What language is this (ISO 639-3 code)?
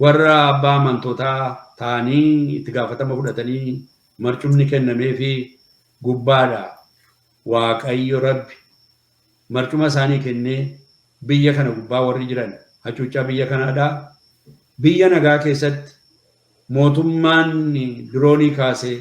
orm